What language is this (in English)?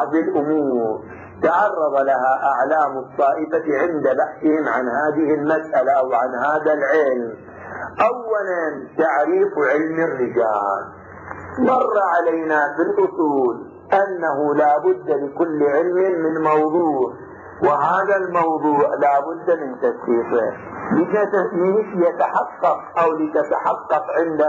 Arabic